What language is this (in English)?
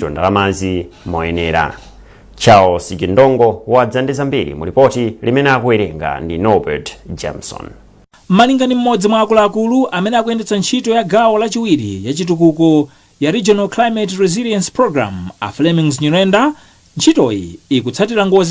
Nyanja